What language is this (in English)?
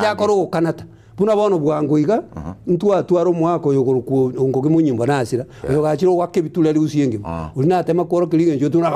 Gusii